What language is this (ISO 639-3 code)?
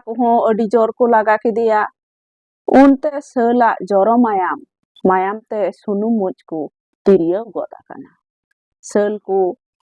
sat